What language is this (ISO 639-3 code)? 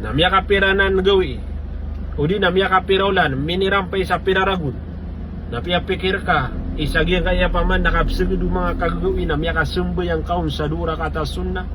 mrw